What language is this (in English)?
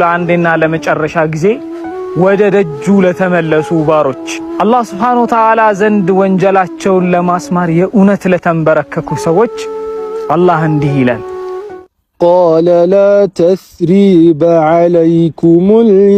Amharic